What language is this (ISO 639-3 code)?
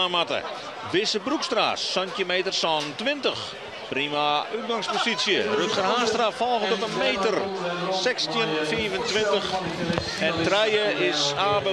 fry